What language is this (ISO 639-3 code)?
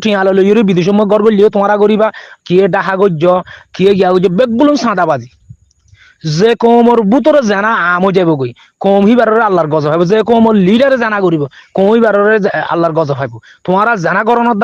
rhg